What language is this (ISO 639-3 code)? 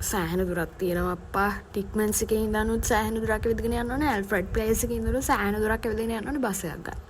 sin